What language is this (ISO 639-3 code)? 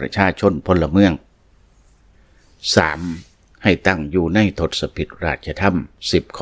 lao